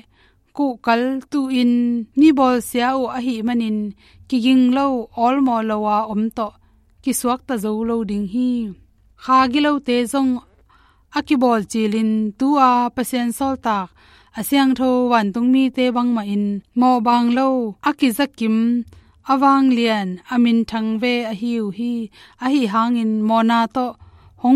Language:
Tedim Chin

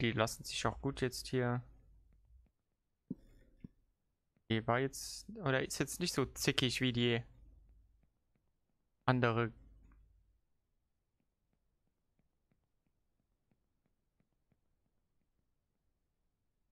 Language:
German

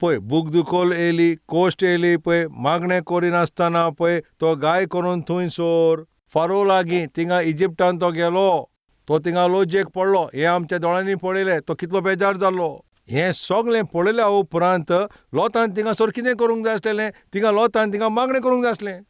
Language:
Konkani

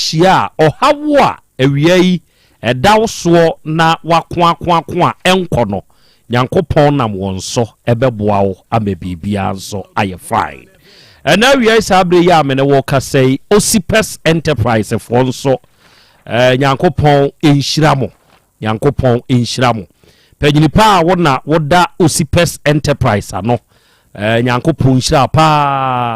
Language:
Akan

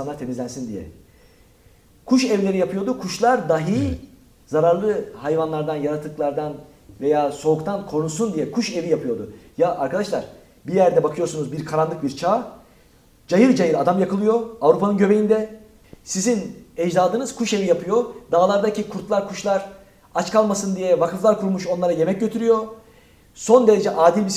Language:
Turkish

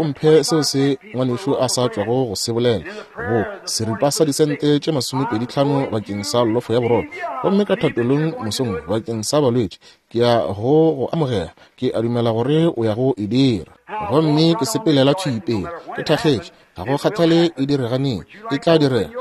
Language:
Northern Sotho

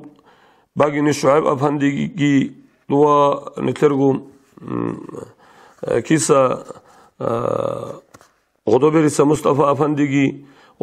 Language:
Avaric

